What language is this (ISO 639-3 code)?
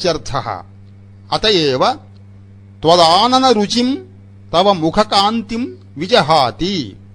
san